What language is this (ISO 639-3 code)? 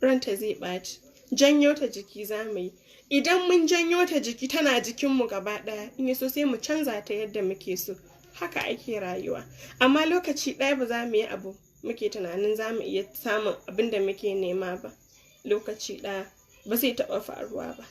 hau